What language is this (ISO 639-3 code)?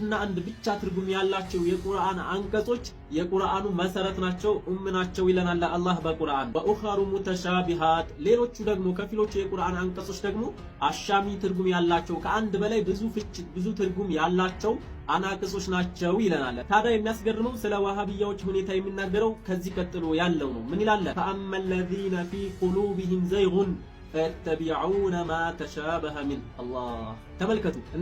amh